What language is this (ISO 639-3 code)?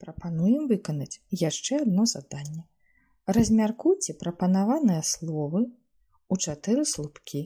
bel